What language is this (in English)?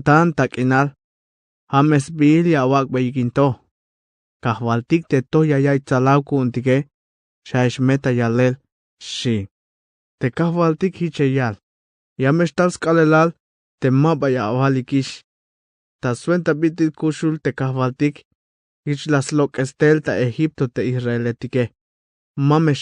Tzeltal